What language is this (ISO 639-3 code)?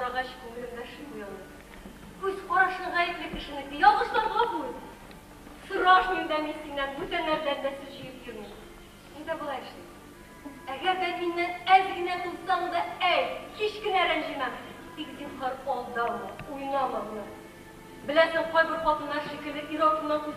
tat